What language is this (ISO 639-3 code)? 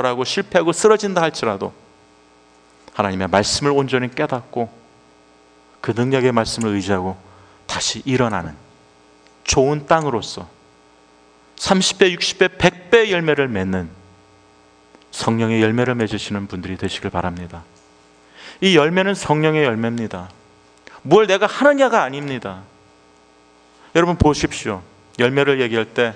kor